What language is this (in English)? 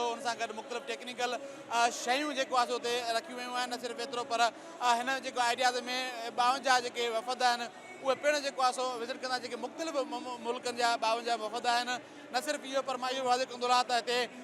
Sindhi